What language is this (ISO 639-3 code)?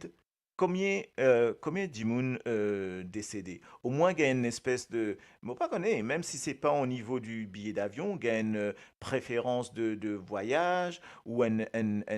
mfe